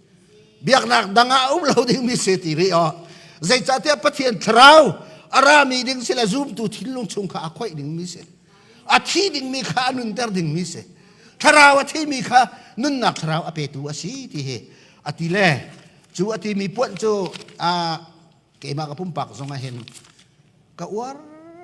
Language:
Hakha Chin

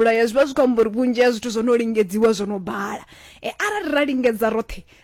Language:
Venda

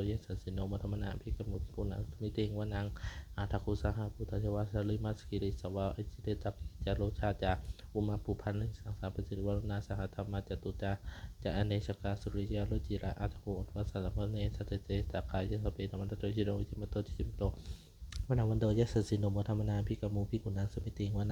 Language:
Pali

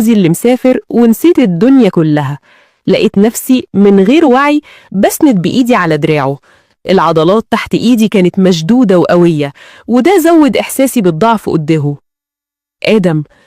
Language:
Egyptian Arabic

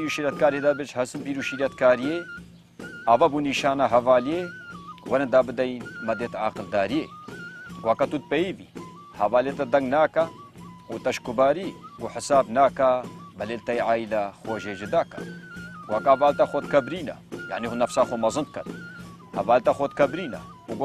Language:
Kurdish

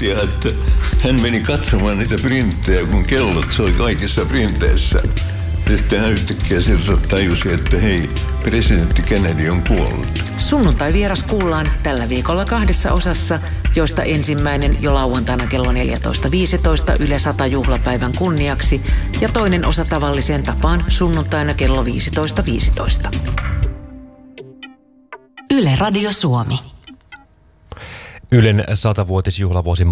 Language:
Finnish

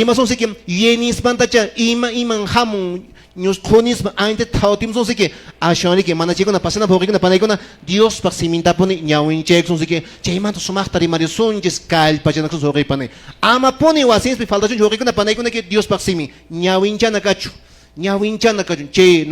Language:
Quechua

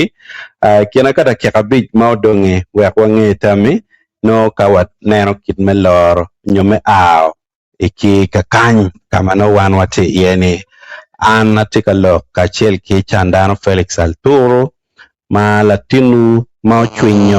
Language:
Acoli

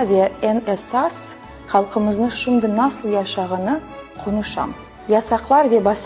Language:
Crimean Tatar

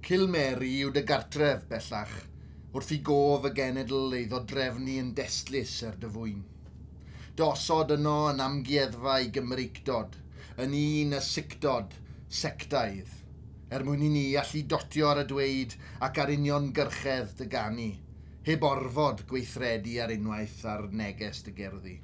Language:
Welsh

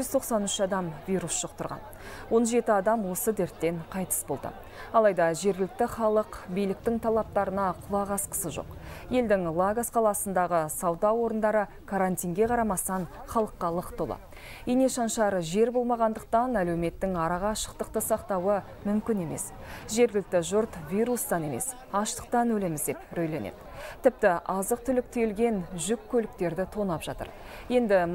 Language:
Kazakh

